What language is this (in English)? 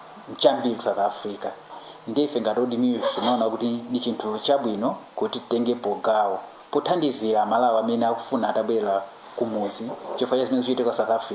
Nyanja